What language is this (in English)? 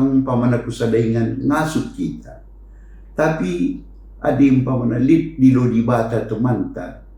Batak Karo